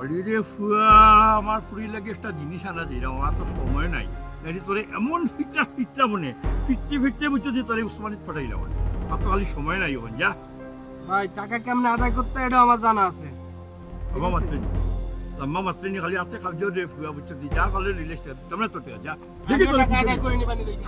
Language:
Sylheti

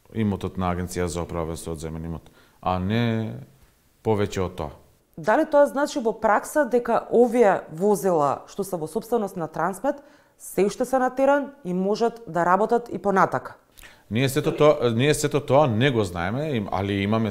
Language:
Macedonian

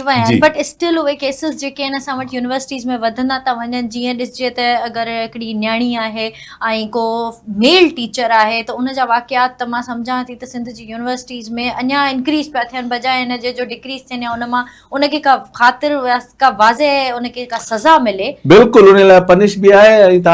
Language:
Sindhi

